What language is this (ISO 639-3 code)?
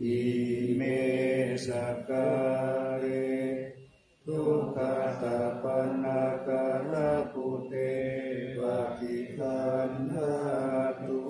pli